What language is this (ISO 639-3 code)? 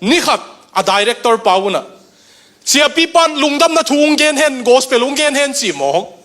ctd